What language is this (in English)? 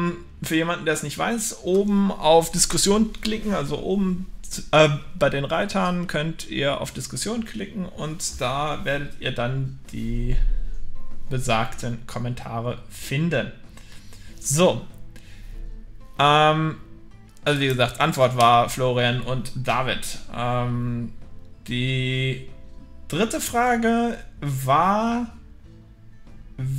German